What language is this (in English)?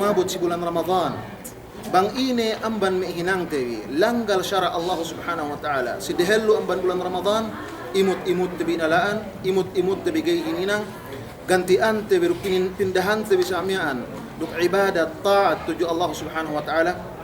Yakan